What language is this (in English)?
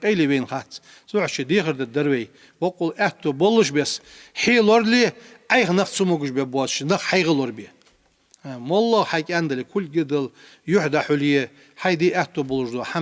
Ingush